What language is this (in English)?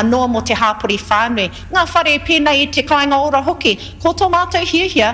Māori